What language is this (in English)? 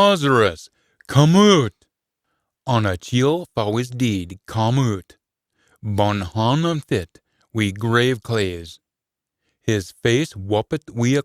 Scots